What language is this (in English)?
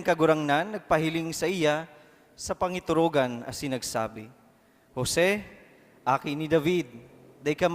Bikol